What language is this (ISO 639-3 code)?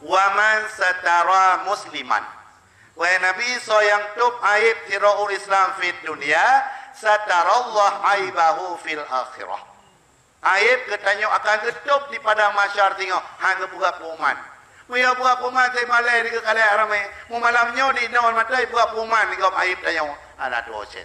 ace